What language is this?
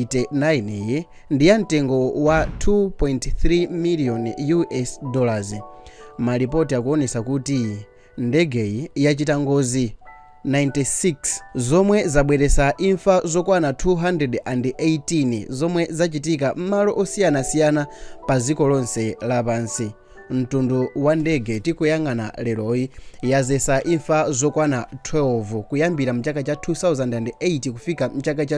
Nyanja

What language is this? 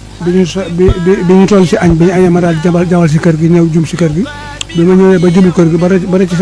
Wolof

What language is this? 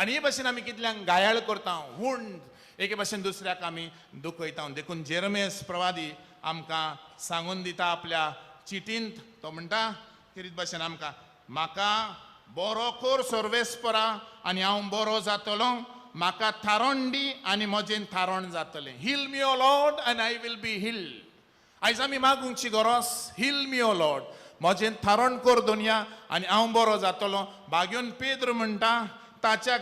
Konkani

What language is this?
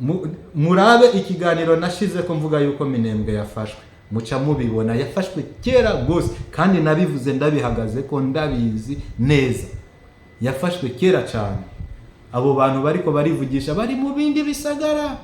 Rundi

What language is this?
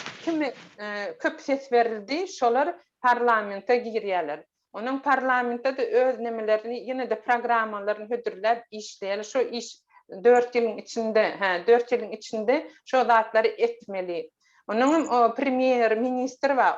Turkmen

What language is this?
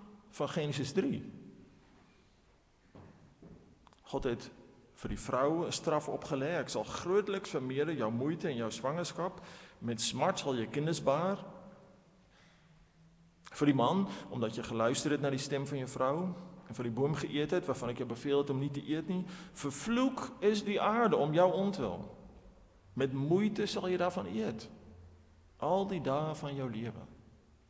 Afrikaans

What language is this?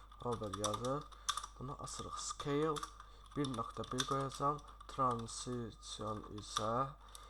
Azerbaijani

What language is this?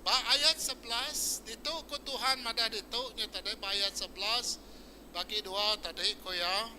Iban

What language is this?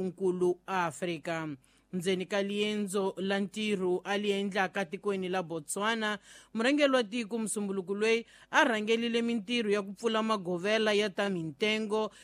Tsonga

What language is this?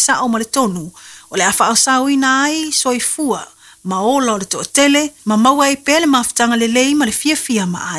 Samoan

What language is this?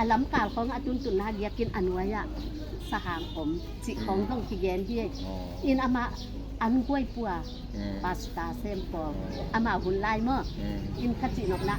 Tedim Chin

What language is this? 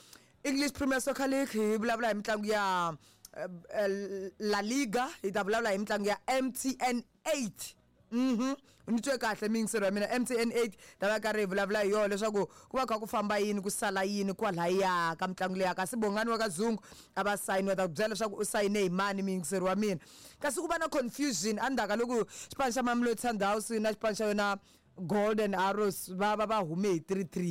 Tsonga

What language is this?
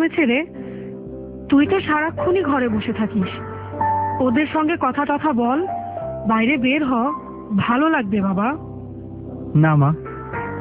Bangla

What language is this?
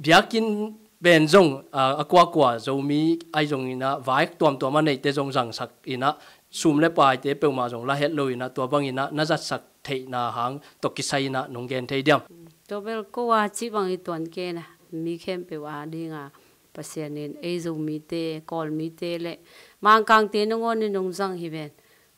Tedim Chin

